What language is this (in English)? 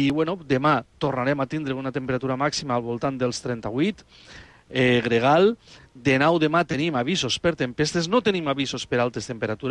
Catalan